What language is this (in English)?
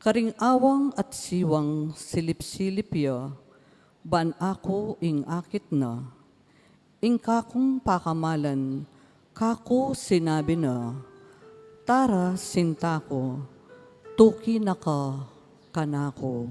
Pampanga